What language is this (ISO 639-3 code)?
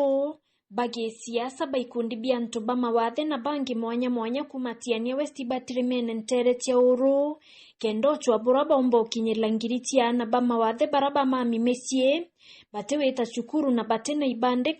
mer